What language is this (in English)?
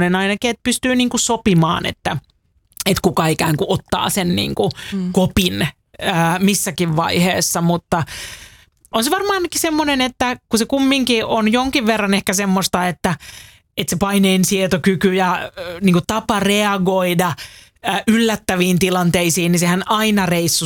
Finnish